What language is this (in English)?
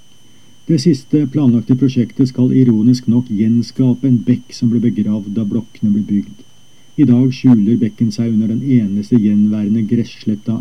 Norwegian